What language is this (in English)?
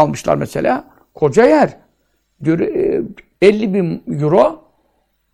Turkish